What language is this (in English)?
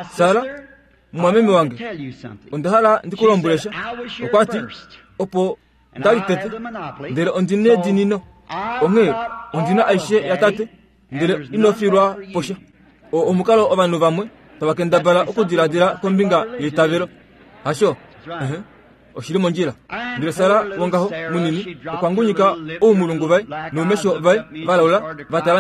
Kuanyama